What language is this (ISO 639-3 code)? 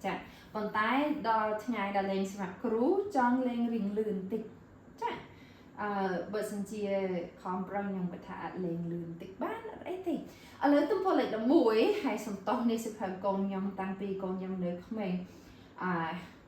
khm